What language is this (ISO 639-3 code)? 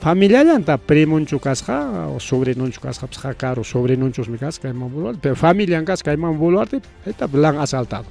quy